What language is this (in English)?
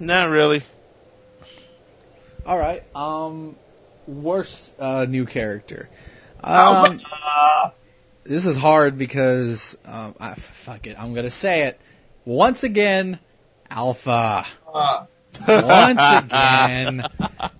English